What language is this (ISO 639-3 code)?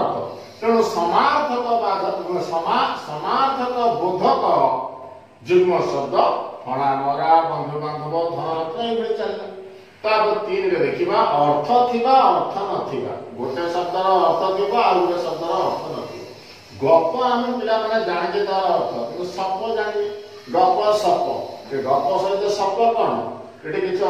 ori